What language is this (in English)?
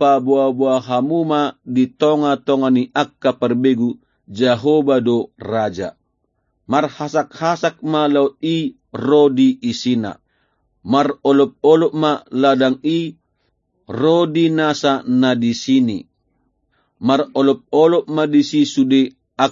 Batak Toba